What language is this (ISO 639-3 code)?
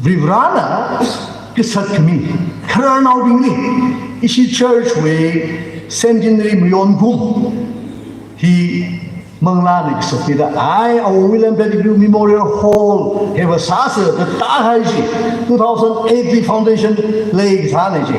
nmf